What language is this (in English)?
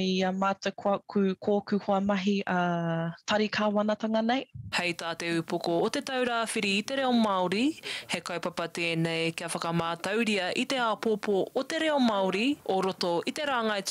Māori